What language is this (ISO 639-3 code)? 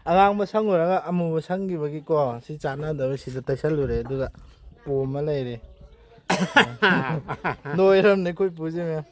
mni